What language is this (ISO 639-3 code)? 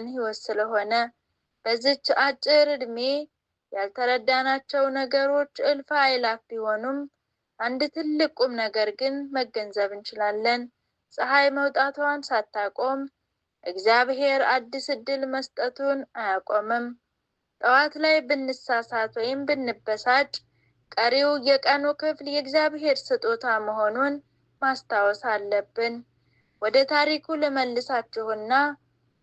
amh